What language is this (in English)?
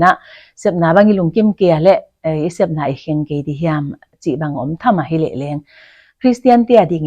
Paite Chin